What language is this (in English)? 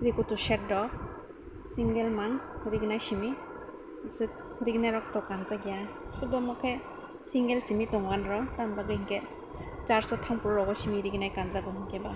Kok Borok